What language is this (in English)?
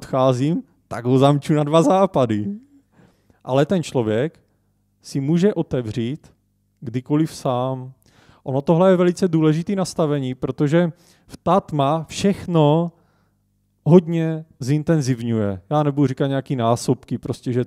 Czech